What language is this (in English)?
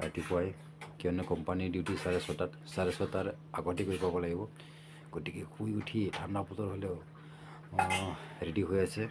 Assamese